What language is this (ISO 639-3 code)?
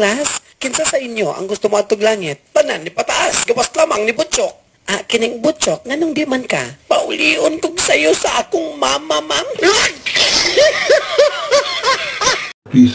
ceb